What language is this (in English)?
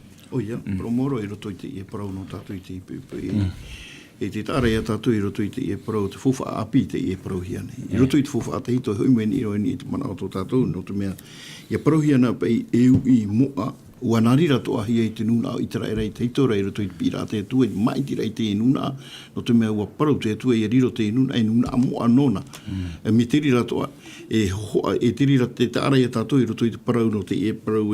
Tahitian